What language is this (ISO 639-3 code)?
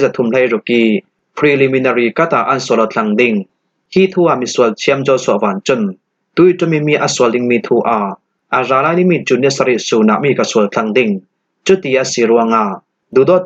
cfm